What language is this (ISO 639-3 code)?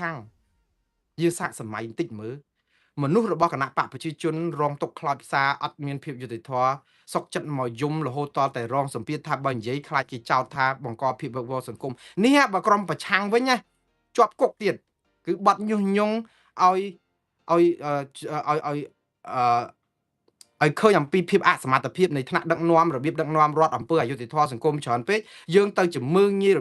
khm